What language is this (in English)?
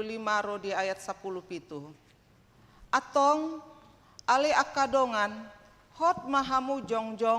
Batak Toba